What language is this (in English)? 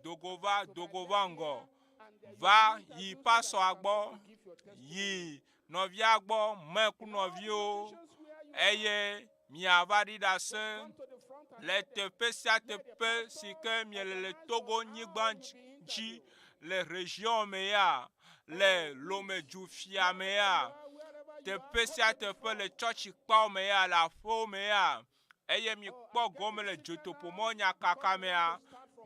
Ewe